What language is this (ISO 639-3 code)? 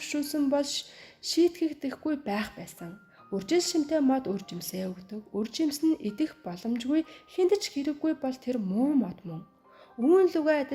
mon